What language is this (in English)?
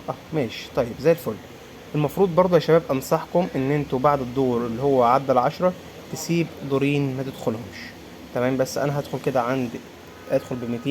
Egyptian Arabic